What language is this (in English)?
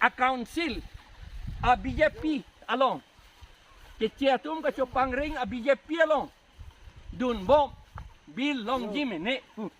Karbi